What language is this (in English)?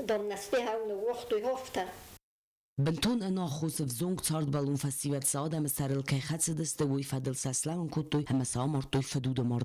Ossetic